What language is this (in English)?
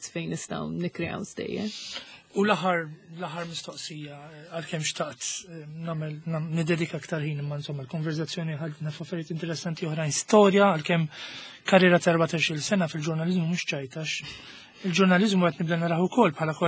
Maltese